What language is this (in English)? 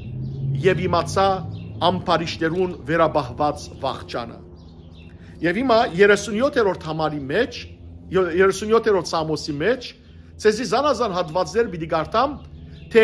Western Armenian